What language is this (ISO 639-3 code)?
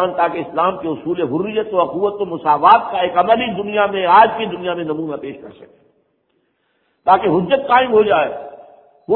urd